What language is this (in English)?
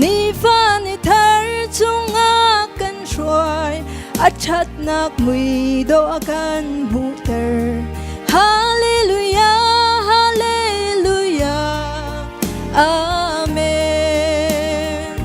Hakha Chin